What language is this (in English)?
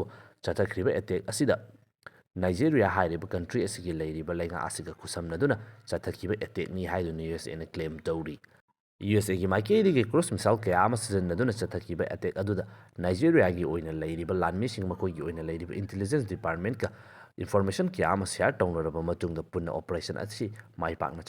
Manipuri